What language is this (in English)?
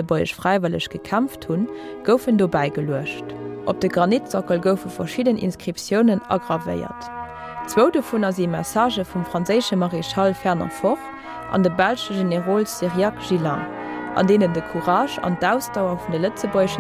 Luxembourgish